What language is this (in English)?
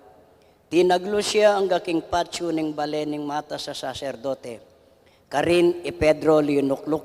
Pampanga